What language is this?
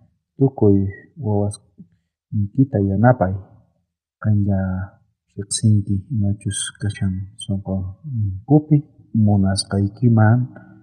South Bolivian Quechua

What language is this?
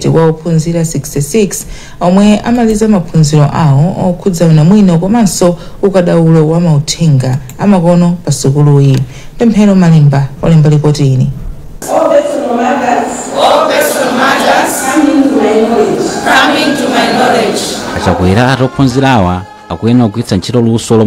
Nyanja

